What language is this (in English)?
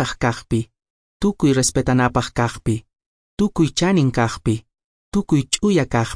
Quechua